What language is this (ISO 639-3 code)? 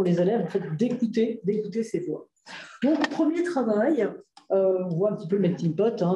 fra